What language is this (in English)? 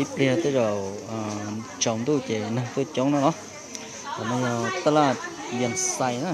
Hmong